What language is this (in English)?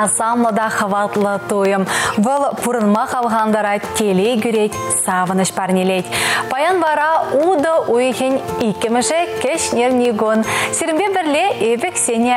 Chuvash